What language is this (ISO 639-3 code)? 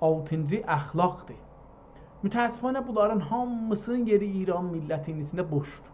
azb